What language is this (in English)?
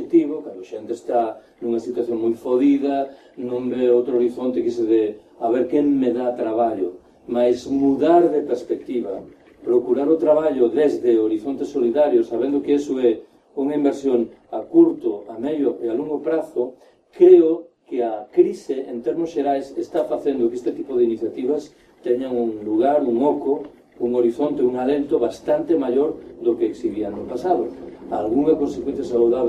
Galician